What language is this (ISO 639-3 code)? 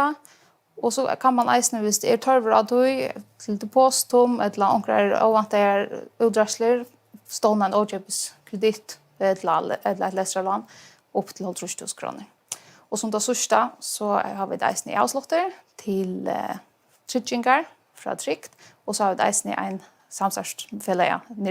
fao